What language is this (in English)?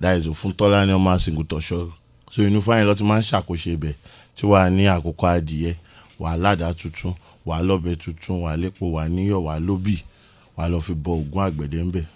Yoruba